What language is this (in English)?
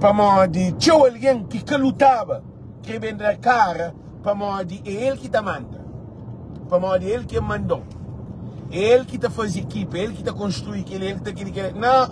Kabuverdianu